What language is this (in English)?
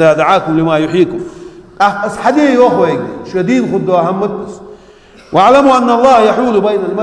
Ingush